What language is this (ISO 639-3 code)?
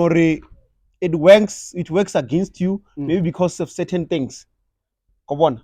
ven